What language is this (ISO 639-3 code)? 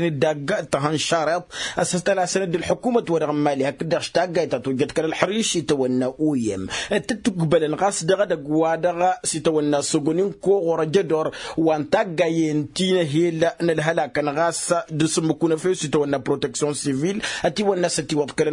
taq